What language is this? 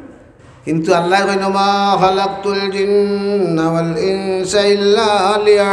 Sylheti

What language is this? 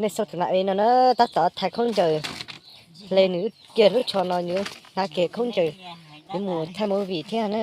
Hmong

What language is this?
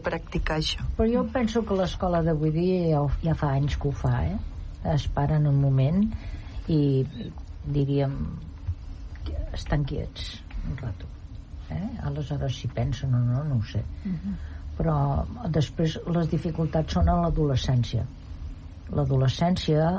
Catalan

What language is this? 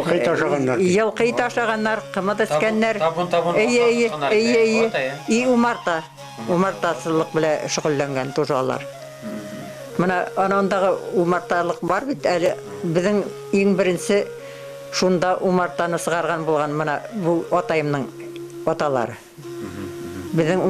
Bashkir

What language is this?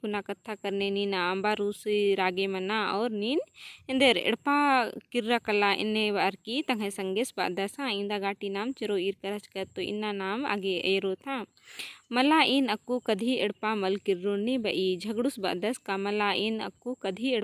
Kurukh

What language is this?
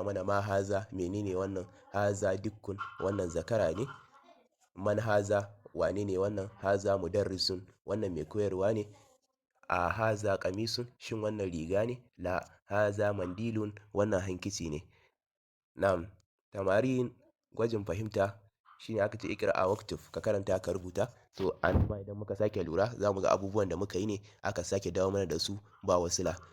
Hausa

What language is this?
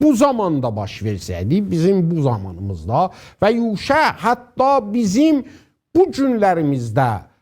South Azerbaijani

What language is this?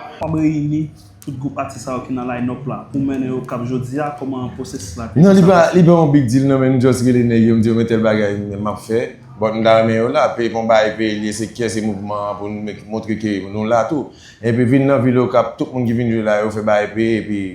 Haitian Creole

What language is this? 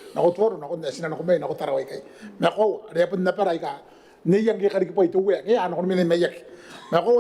Gilbertese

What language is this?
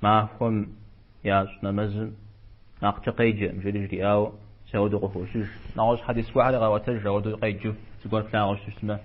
Kabardian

